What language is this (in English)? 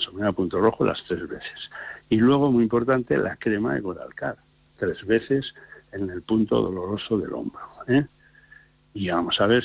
Spanish